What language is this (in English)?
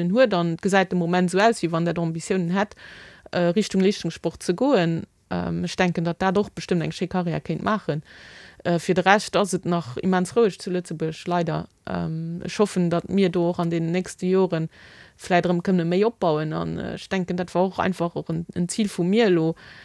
Luxembourgish